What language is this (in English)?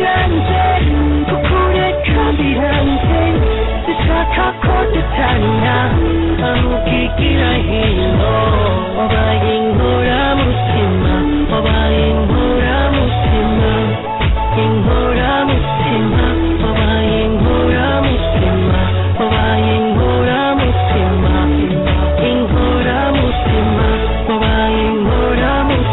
Kinyarwanda